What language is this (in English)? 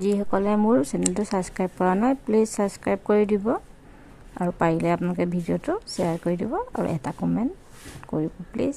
Assamese